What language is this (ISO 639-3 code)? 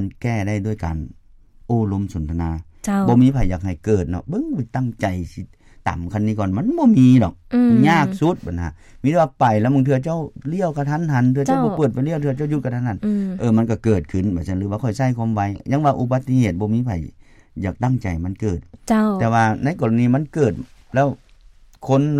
lao